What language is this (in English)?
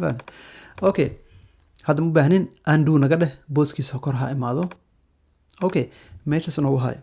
Somali